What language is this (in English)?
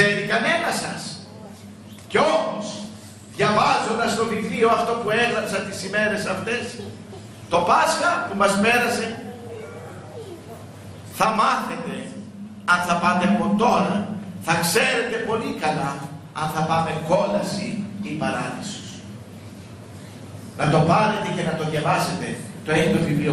Greek